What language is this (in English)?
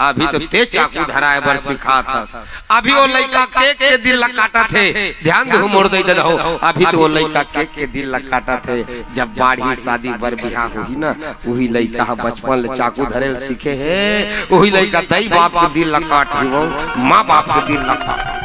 Chhattisgarhi